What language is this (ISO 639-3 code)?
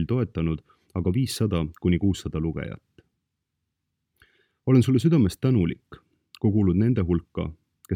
est